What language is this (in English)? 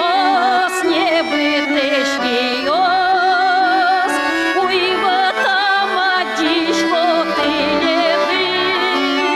Udmurt